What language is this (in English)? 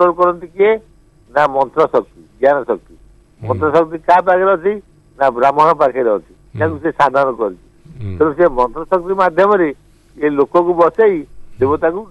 Odia